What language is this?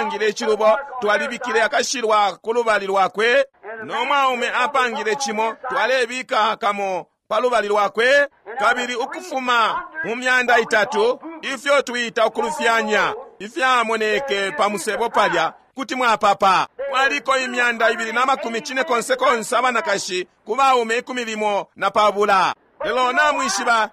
Bemba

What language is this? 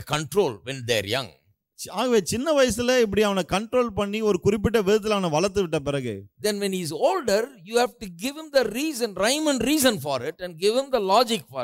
Tamil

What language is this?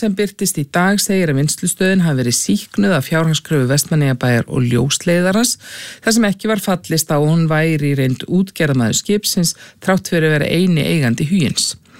Icelandic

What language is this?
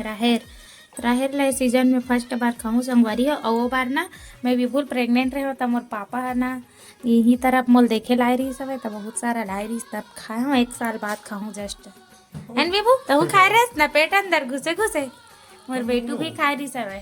Chhattisgarhi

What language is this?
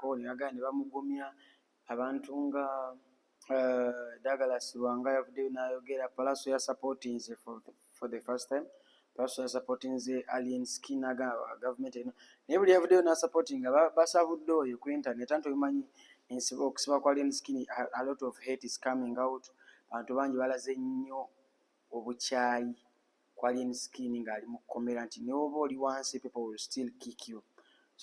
Ganda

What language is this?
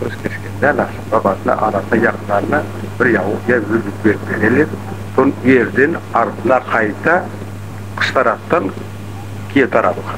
Crimean Tatar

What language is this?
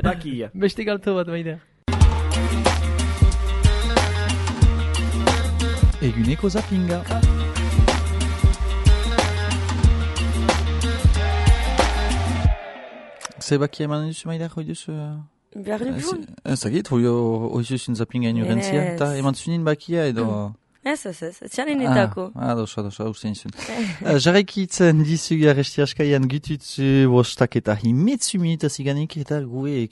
Basque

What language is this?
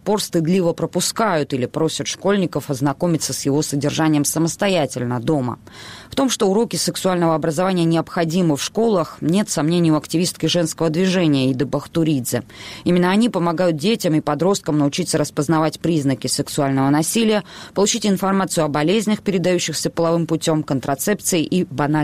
Russian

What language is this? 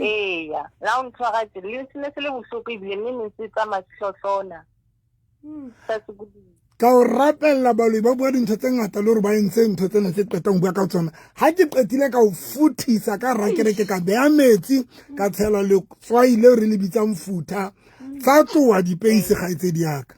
Southern Sotho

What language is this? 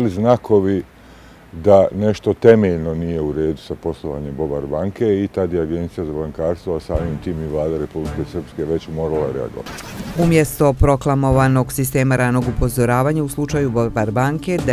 Bosnian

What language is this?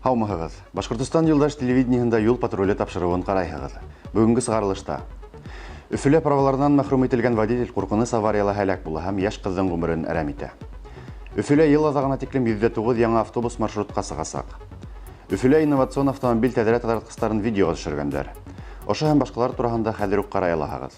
Bashkir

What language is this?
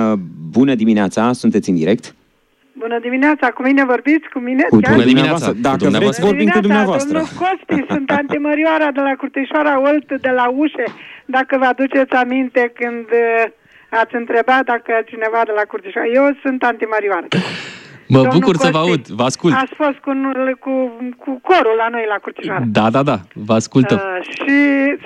Romanian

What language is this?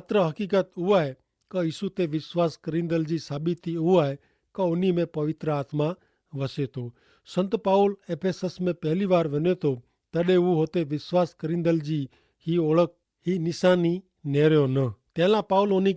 Kachhi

